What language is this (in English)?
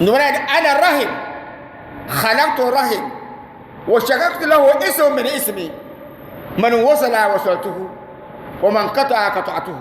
Dagbani